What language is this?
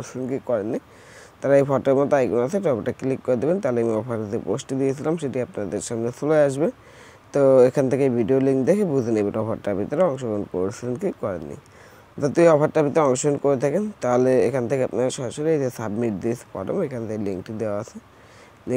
Bangla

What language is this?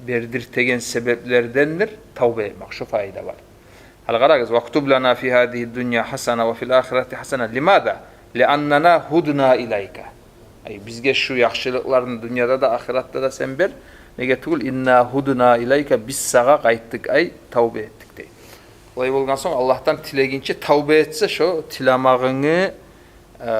Kumyk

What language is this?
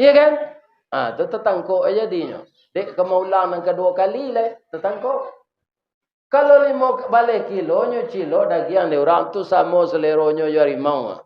Minangkabau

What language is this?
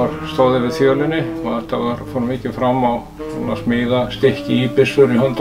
Icelandic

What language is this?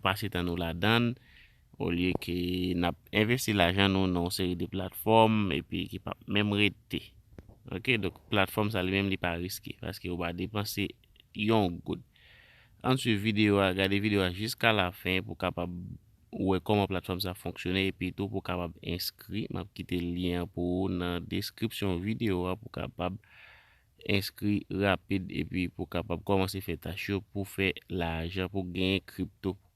Haitian Creole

